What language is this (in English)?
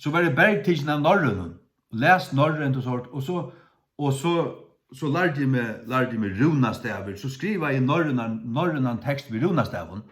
Faroese